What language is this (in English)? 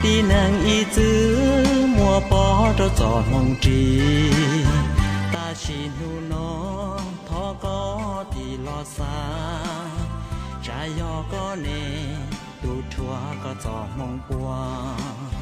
Hmong